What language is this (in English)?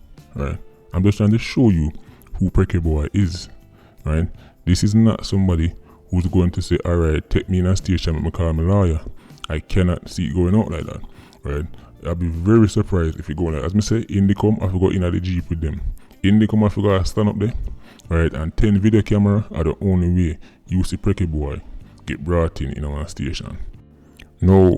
Jamaican Creole English